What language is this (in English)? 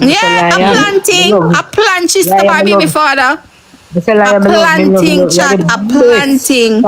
Jamaican Creole English